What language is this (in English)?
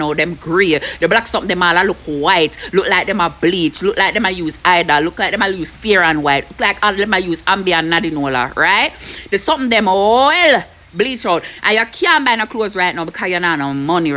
Jamaican Creole English